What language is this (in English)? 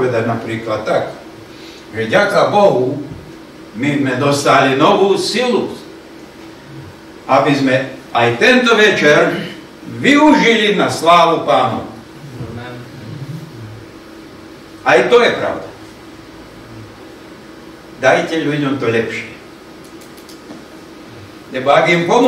Slovak